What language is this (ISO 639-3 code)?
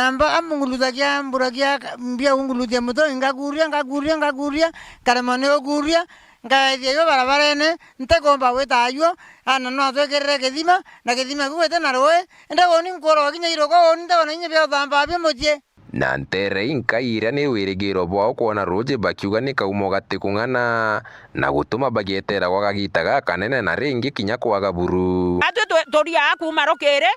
mer